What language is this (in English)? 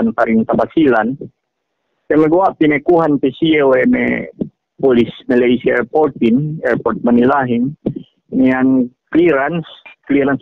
Yakan